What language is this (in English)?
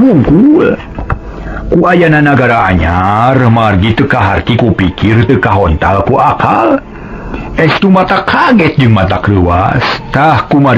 Sundanese